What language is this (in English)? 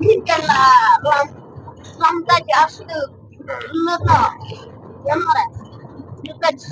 Khasi